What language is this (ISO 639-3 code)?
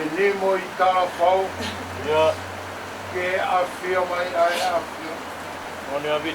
ton